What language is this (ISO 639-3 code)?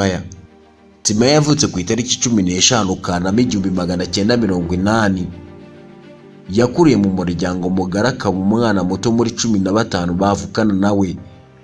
kin